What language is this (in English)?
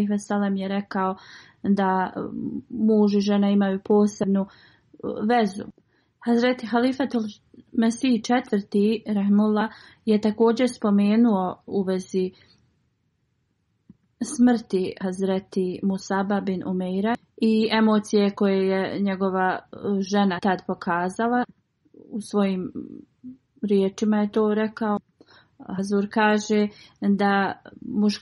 Bosnian